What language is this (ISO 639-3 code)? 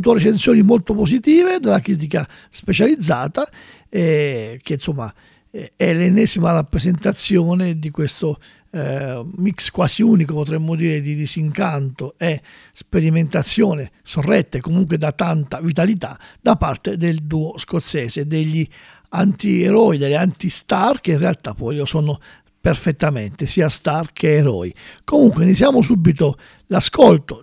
ita